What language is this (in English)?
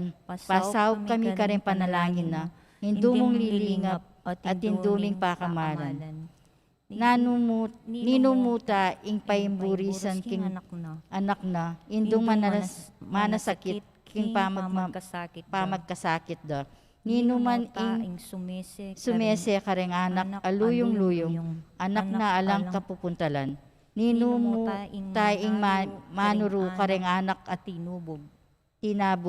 Pampanga